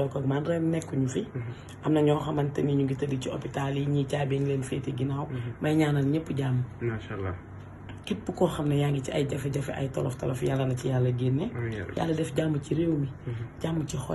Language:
Wolof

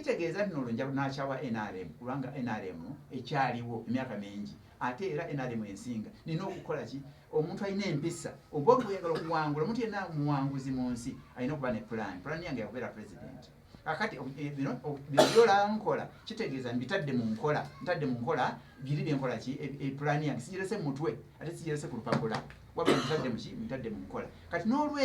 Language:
Ganda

